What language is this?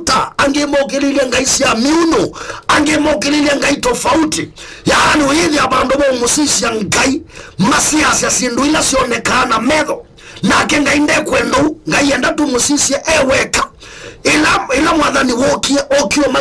Kamba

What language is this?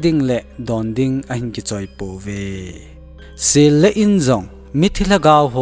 Thado Chin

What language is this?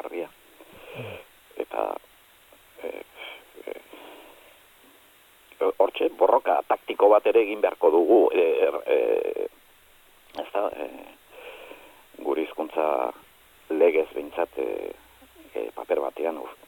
Basque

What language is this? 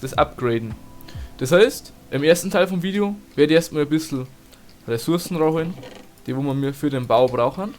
Bavarian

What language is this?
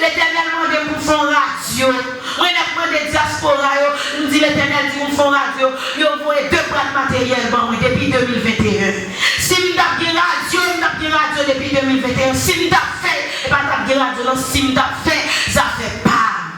Haitian Creole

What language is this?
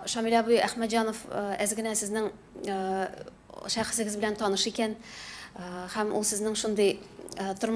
Tatar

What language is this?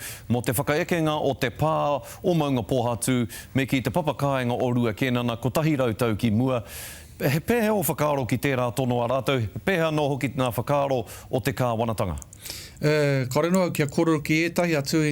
Māori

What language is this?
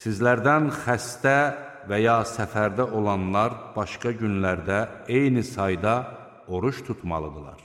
Azerbaijani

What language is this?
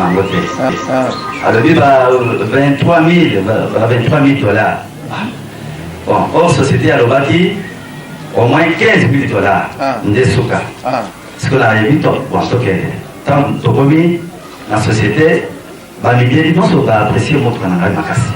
Lingala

